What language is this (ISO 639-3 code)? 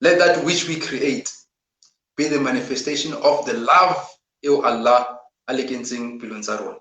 sot